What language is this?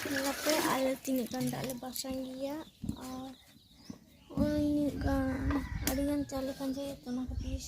Santali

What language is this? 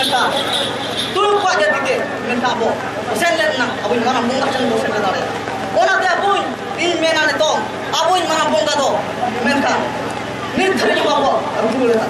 Santali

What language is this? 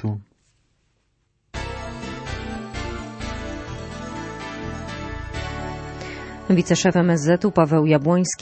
Polish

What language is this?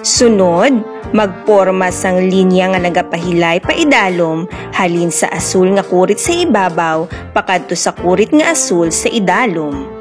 Hiligaynon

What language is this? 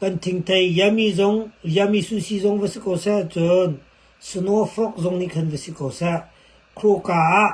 Hakha Chin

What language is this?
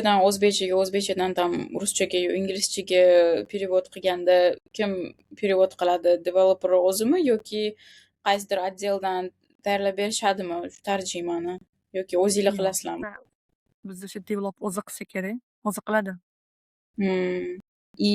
Uzbek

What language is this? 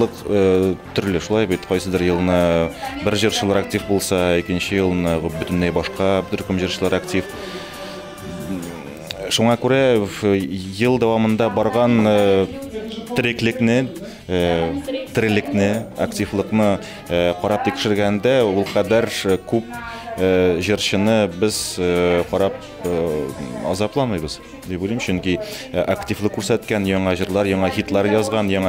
Tatar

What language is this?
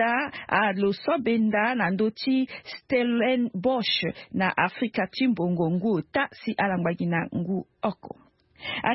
Sango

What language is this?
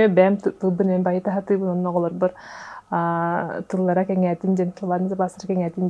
Yakut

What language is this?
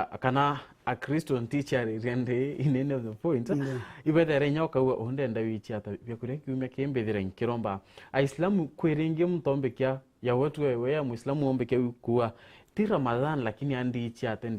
Meru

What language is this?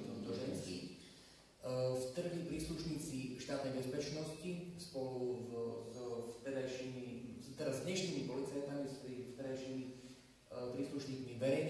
Slovak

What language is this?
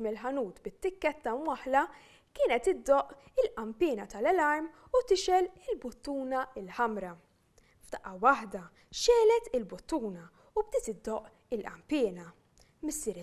Maltese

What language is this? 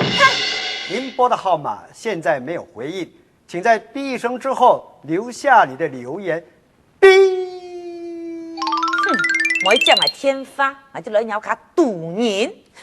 Hakka Chinese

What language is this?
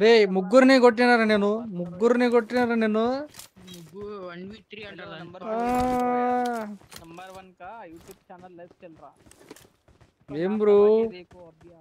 Telugu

